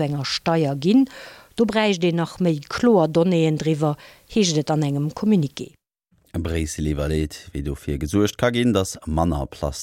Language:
Luxembourgish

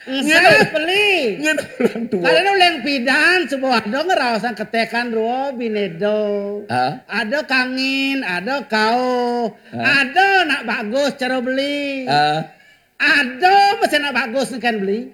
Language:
Balinese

